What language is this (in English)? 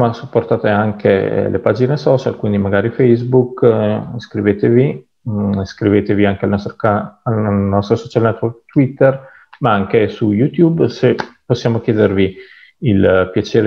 Italian